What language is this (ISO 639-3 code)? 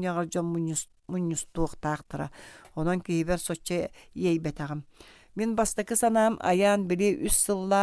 sah